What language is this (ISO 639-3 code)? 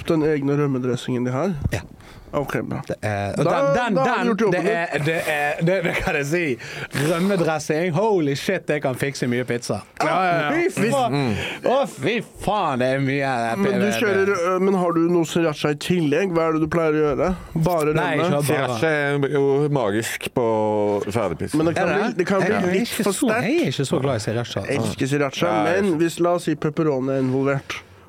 nor